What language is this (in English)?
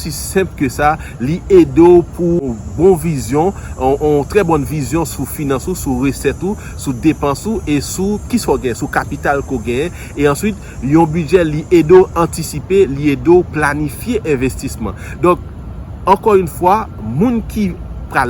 Haitian Creole